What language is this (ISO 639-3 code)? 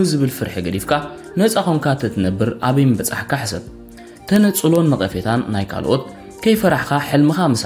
tir